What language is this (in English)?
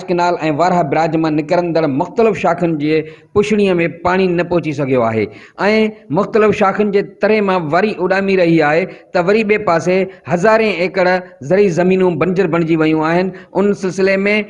Sindhi